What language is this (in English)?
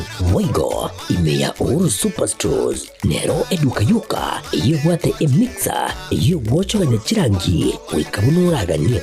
Gusii